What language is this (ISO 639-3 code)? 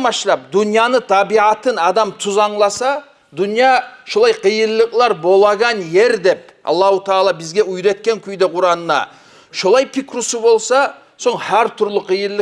kum